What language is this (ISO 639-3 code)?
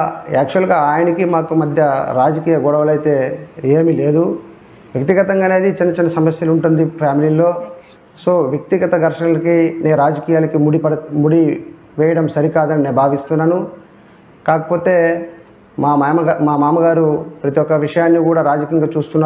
tel